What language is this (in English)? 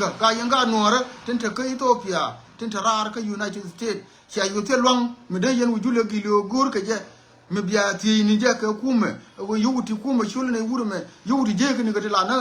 Nuer